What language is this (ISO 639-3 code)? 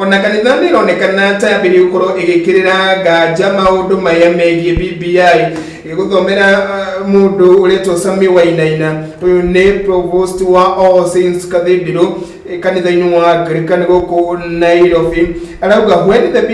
kik